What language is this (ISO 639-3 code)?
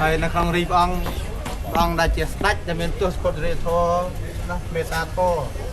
khm